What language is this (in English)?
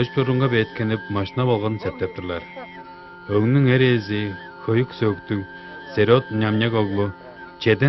Tuvinian